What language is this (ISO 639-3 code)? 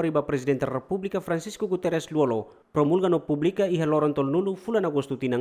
tet